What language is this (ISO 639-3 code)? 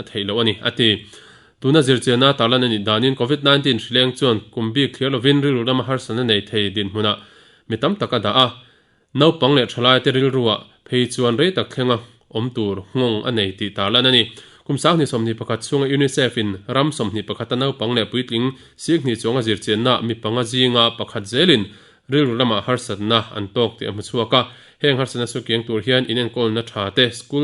lus